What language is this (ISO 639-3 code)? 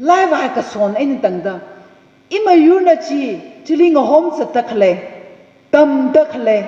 nmf